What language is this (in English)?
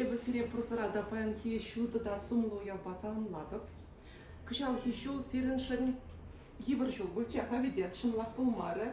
Chuvash